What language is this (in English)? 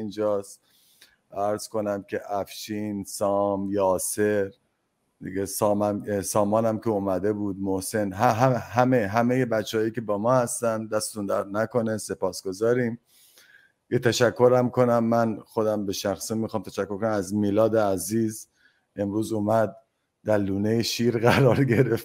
Persian